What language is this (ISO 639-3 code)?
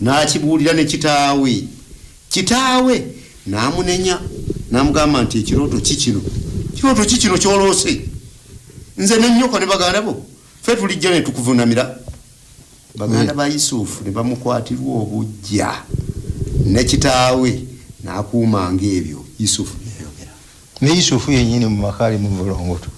lug